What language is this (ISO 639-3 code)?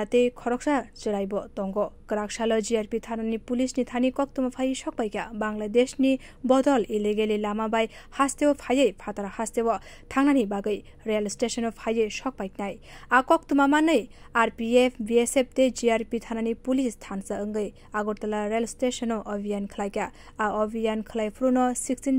trp